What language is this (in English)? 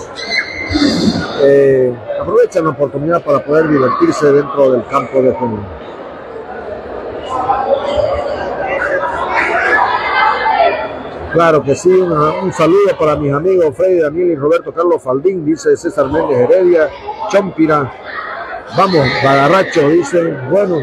Spanish